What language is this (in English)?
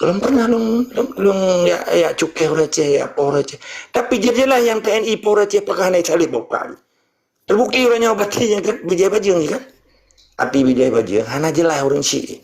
Achinese